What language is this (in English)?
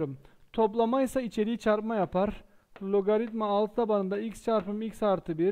Turkish